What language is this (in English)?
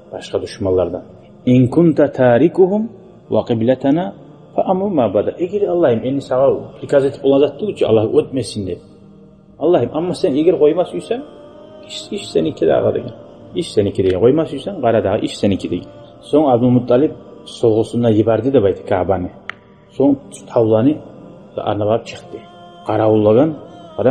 Kumyk